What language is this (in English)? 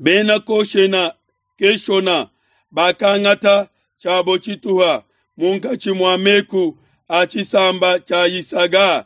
Luba-Lulua